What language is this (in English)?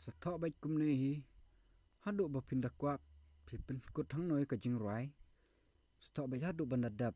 Khasi